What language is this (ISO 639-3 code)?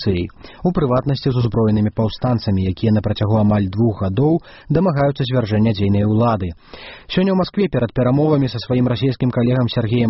bel